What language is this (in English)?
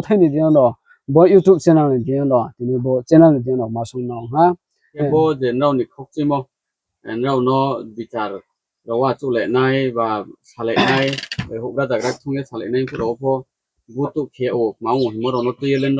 Riang (India)